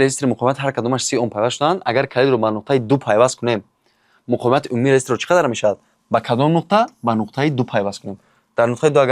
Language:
Tajik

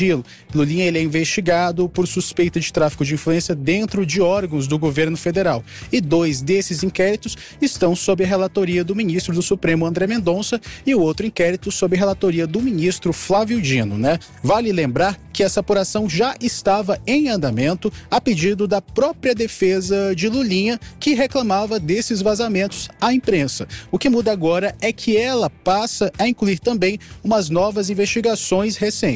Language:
Portuguese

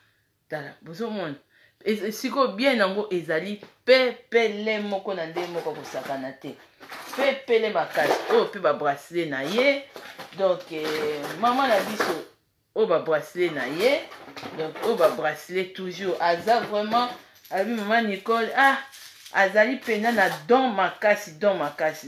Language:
Lingala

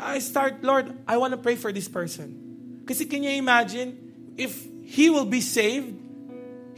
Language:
Filipino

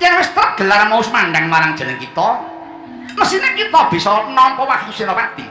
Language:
Javanese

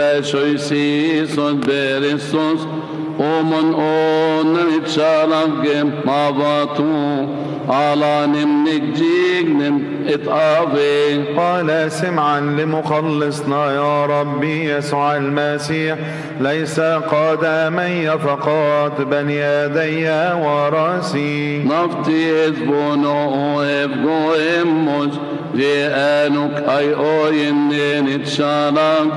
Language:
Arabic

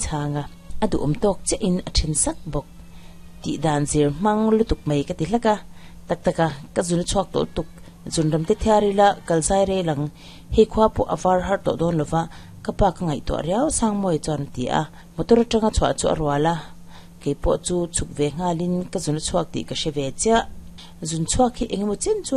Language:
Mizo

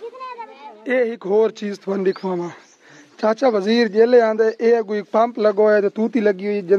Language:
Saraiki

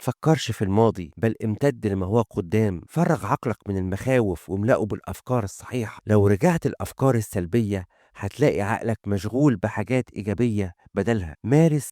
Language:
Egyptian Arabic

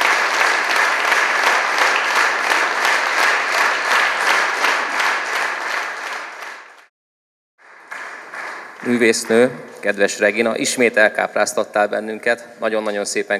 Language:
Hungarian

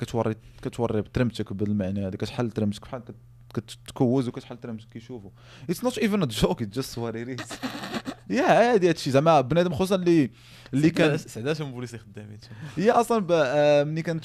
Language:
Moroccan Arabic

